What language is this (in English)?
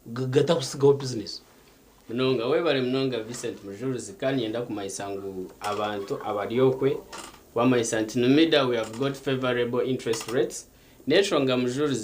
Nyankole